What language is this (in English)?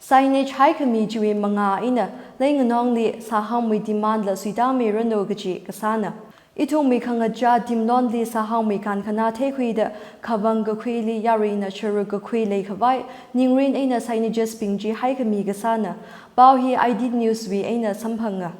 Tangkhul Naga (India)